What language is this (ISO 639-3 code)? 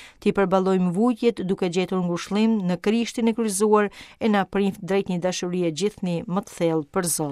sqi